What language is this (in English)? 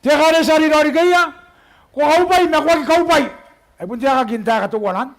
Gilbertese